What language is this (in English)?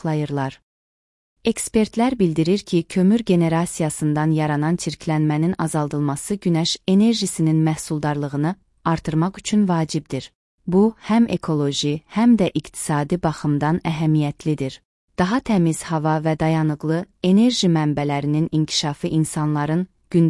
Azerbaijani